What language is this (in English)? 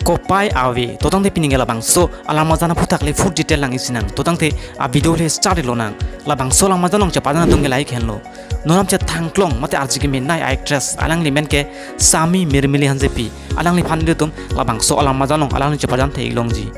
Karbi